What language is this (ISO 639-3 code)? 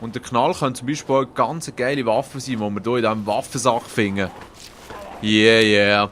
gsw